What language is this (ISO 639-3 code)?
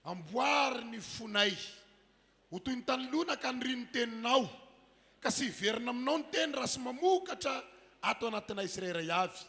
mlg